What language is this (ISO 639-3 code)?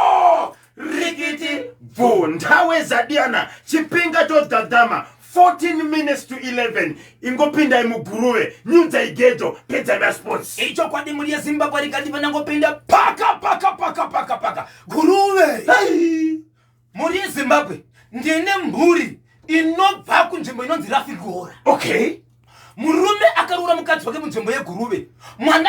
sna